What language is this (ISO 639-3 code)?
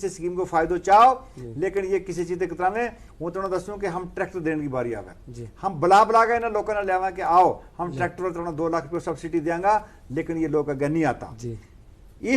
gju